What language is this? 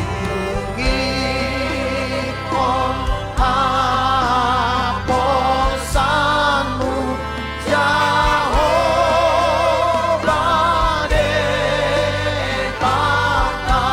Batak Toba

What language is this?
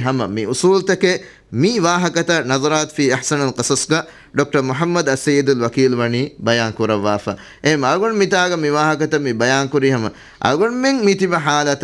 Divehi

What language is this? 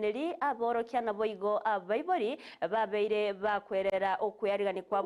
Gusii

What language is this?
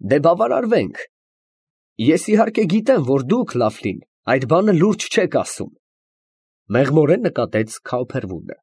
Armenian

